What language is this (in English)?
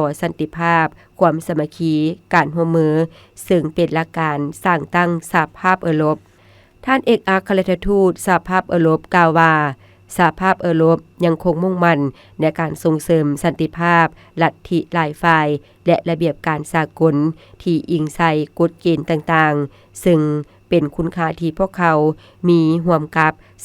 Lao